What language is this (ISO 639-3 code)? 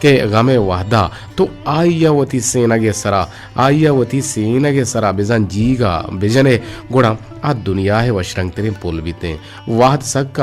bgp